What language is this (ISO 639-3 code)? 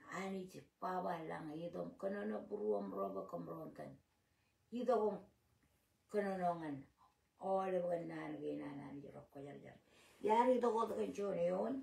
mah